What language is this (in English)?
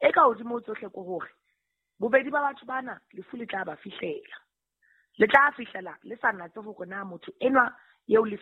Southern Sotho